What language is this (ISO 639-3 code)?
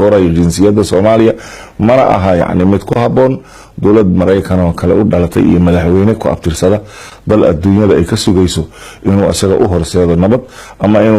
som